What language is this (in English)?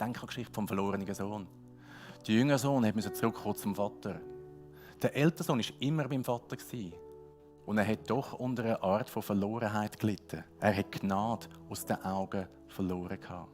Swiss German